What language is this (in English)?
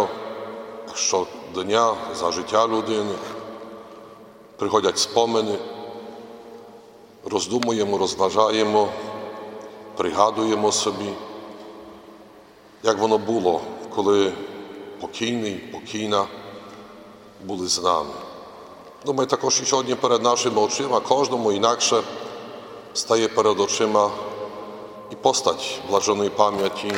Ukrainian